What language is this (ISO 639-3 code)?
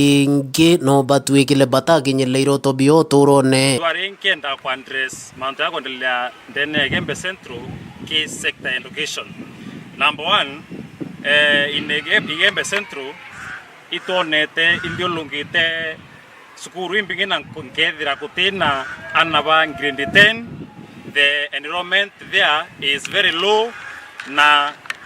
mer